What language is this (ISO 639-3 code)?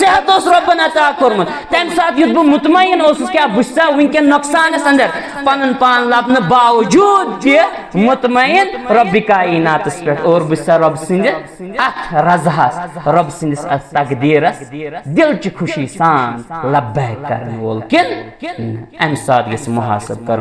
kas